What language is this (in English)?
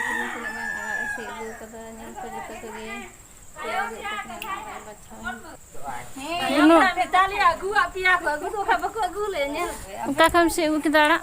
Santali